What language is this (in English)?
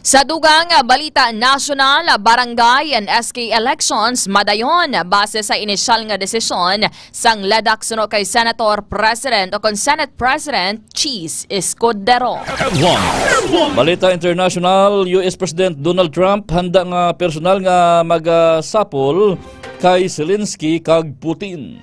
Hiligaynon